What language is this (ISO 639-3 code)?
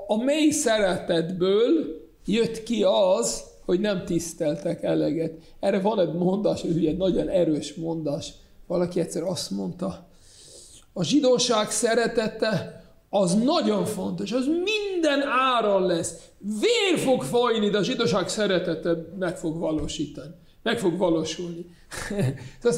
hun